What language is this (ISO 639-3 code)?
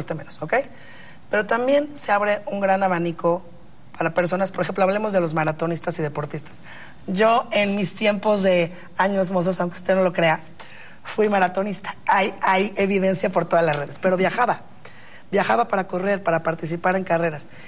spa